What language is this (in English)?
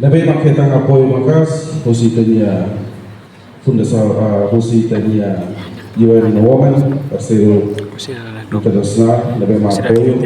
Tetum